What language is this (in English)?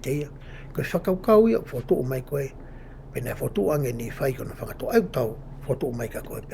Tongan